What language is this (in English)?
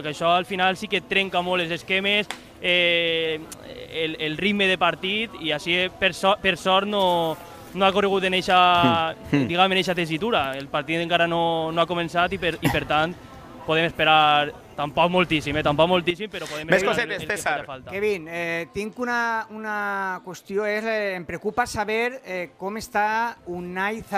Catalan